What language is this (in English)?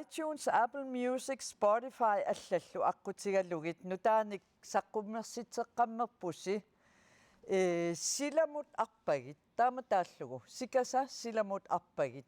Kalaallisut